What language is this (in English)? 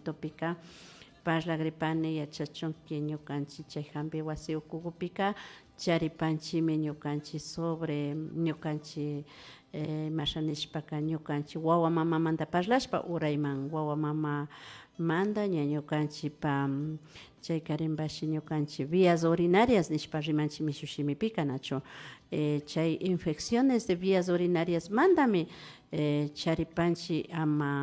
Imbabura Highland Quichua